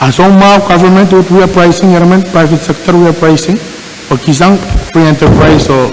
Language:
Pohnpeian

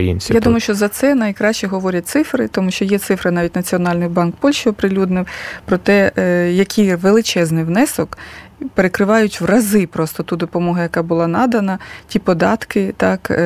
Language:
Ukrainian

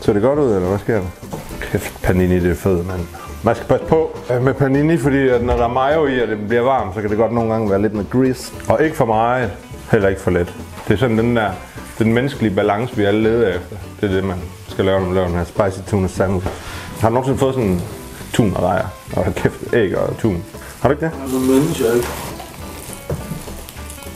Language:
Danish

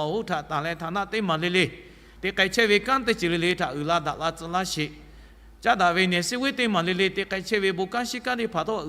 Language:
Lahu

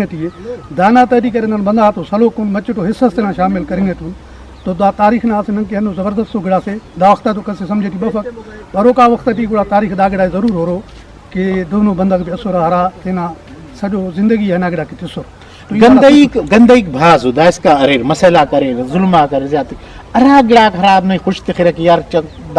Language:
Brahui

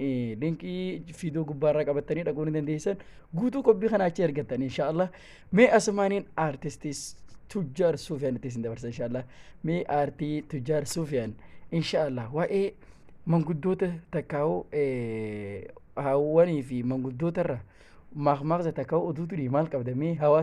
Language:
Oromo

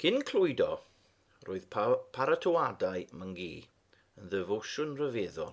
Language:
Welsh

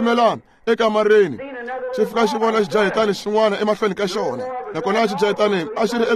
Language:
Tsonga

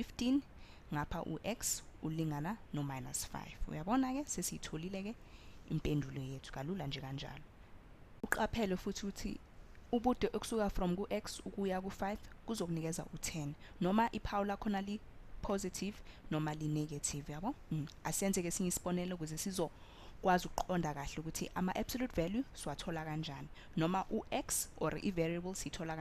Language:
Zulu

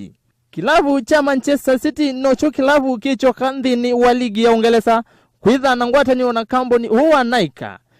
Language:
Kamba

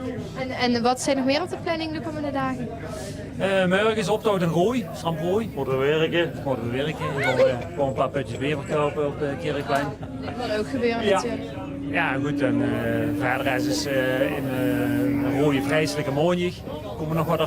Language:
Limburgish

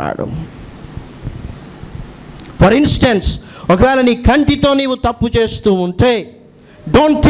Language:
Telugu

